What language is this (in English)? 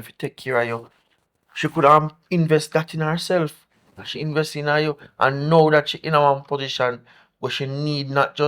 Jamaican Creole English